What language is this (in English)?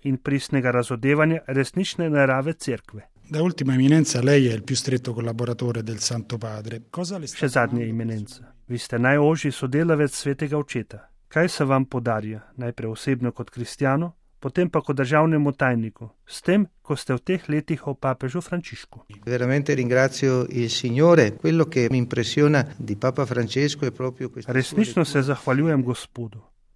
Slovenian